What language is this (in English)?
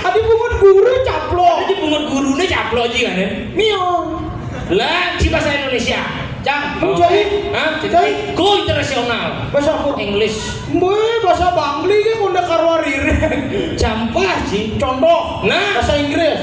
Balinese